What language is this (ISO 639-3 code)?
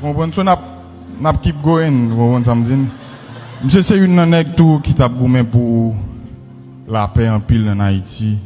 hat